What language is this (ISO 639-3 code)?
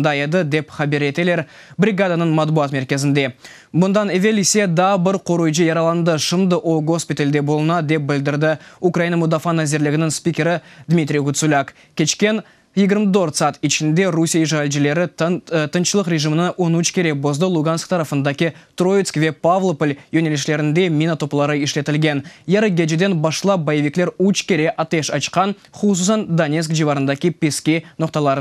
crh